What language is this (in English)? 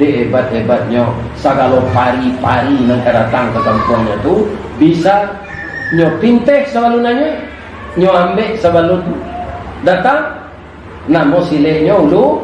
Minangkabau